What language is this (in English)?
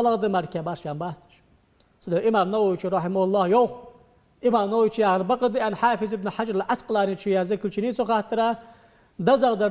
Ingush